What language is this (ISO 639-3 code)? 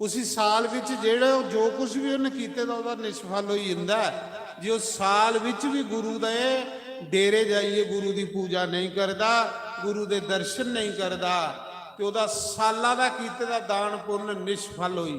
doi